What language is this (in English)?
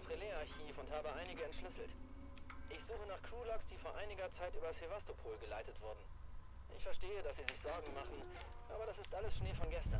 Bavarian